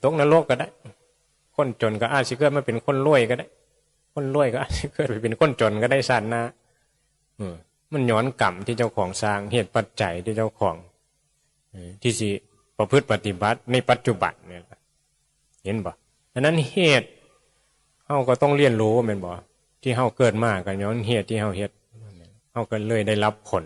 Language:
Northeastern Thai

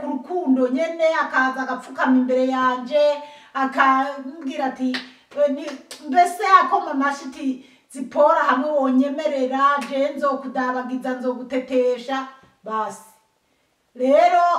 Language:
Rundi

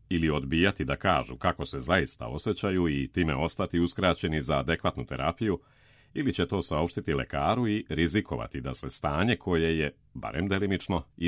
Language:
Serbian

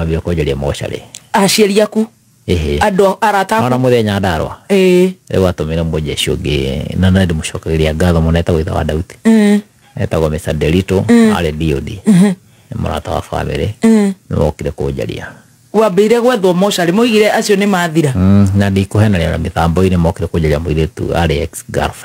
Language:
Kikuyu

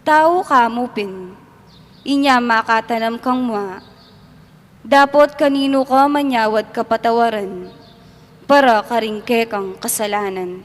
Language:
Pampanga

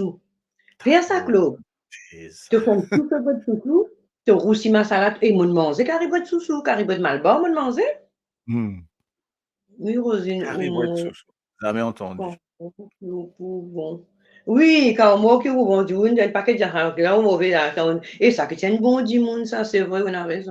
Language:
Morisyen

